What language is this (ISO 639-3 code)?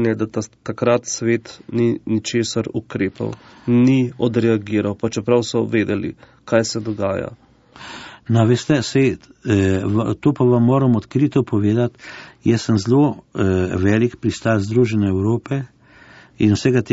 slv